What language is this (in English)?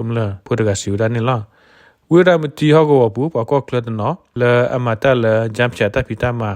S'gaw Karen